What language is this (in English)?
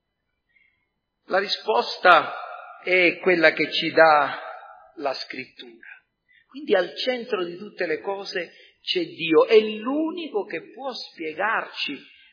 Italian